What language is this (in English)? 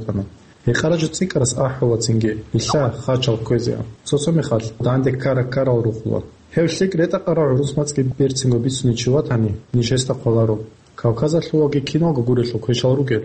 Avaric